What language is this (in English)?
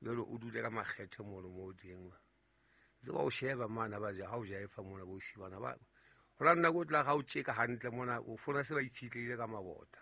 Southern Sotho